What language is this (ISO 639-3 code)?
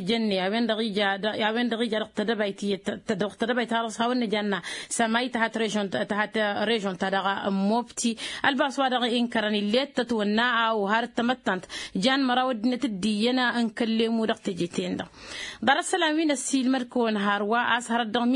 taq